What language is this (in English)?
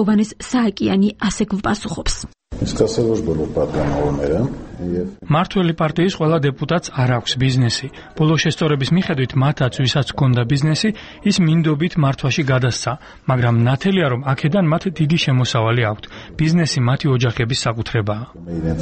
Georgian